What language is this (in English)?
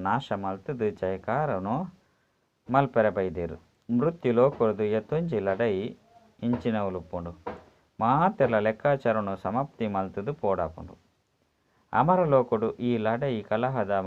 Tulu